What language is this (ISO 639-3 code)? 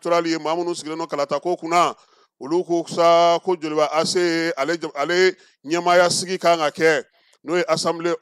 bam